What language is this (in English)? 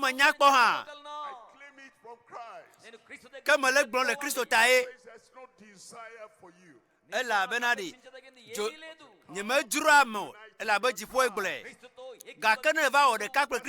Ewe